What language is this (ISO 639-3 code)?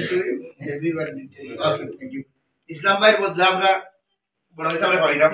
syl